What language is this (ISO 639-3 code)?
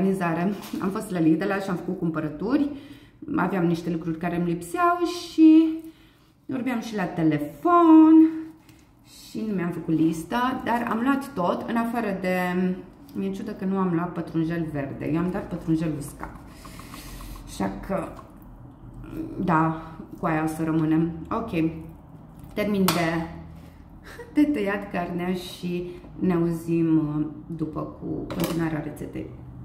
ron